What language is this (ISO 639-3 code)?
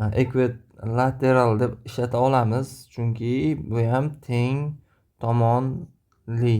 uzb